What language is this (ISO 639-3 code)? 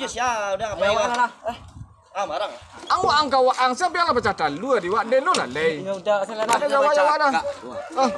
min